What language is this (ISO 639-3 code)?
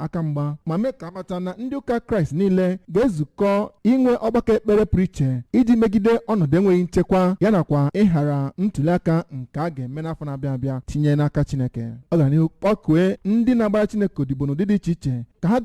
ibo